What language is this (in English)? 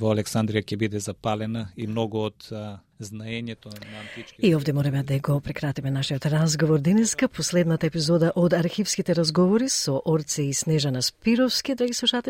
Macedonian